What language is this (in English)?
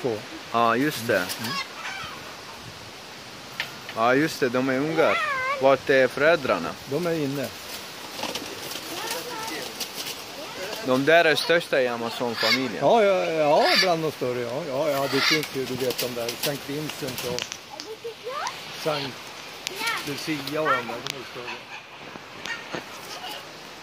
Swedish